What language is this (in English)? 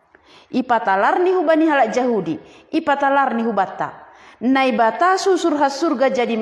Batak Simalungun